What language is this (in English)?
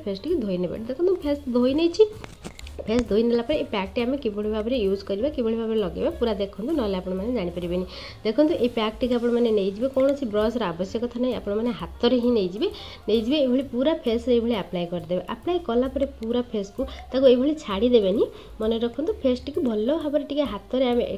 Odia